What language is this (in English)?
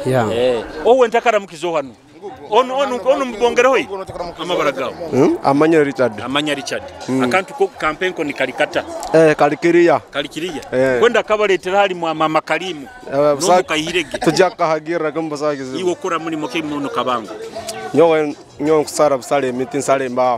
Nyoro